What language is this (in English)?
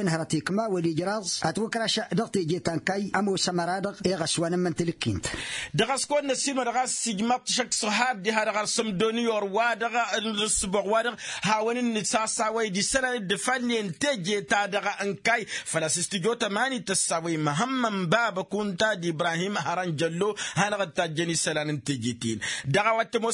Tamasheq